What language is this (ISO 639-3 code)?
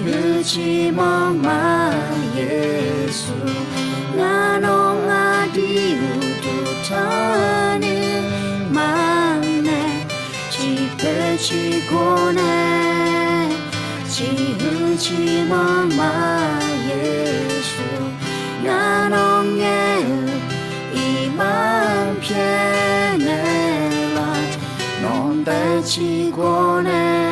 ahk